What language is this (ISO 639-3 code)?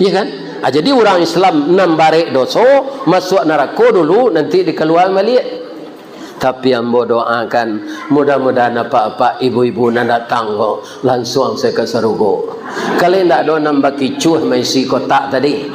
min